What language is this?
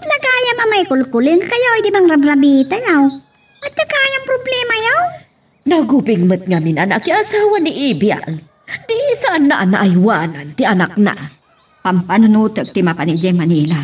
Iloko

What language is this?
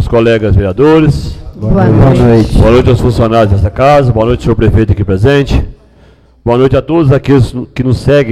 Portuguese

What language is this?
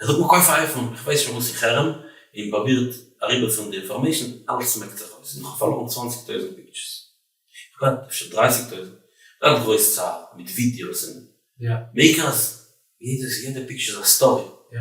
Yiddish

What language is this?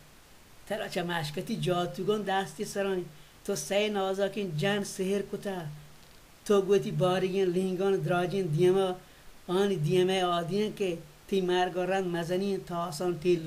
Baluchi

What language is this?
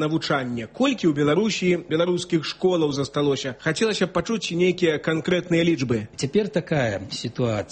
Belarusian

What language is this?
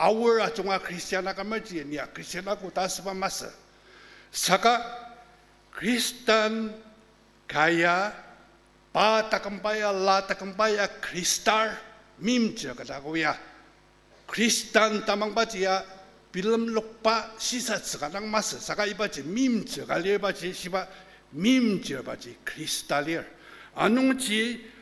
Ao Naga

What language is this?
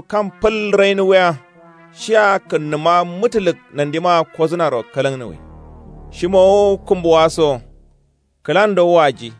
Kanuri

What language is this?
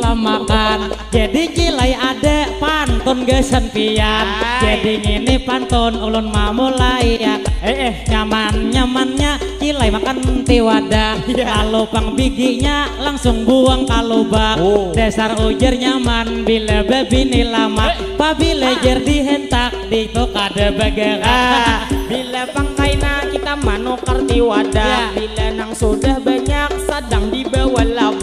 Banjar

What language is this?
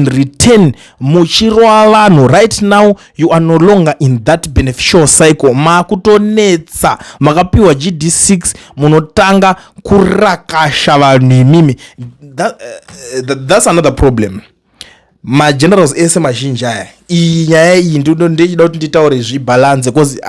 Shona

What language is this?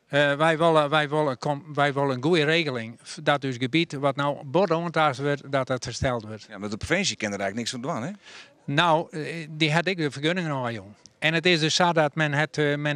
Western Frisian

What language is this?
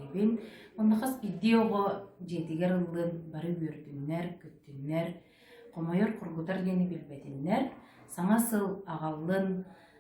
Yakut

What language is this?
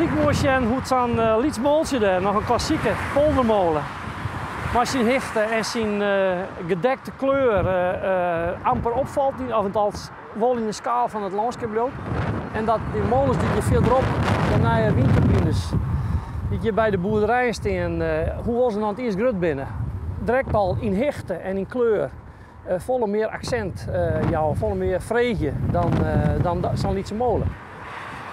Western Frisian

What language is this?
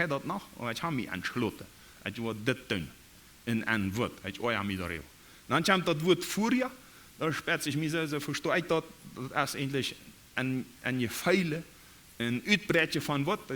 Plautdietsch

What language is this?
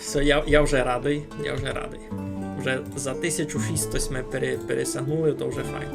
Rusyn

